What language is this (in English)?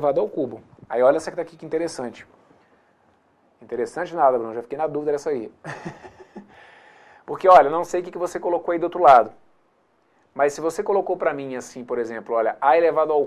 Portuguese